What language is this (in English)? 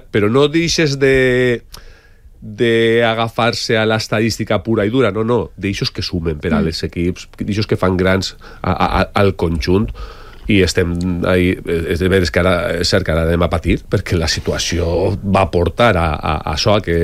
Catalan